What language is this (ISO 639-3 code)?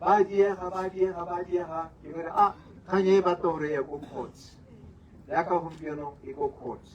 tsn